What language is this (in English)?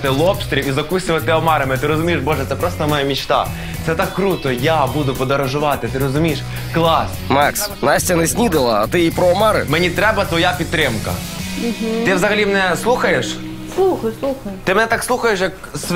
Ukrainian